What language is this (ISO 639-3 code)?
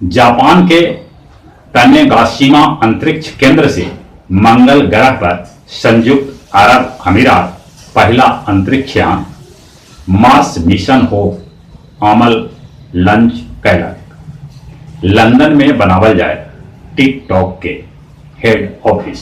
mag